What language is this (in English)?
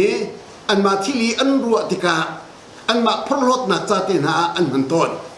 Hakha Chin